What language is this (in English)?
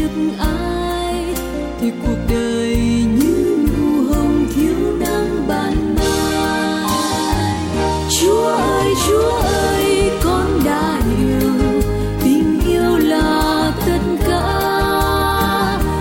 Vietnamese